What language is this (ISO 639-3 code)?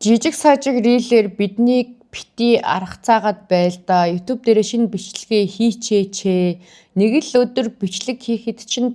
mon